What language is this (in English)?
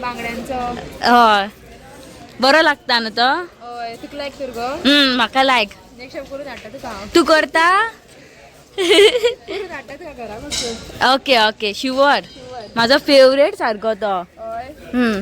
Konkani